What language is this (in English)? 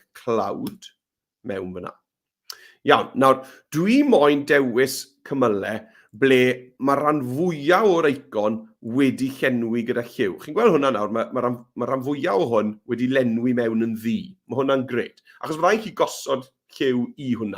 Welsh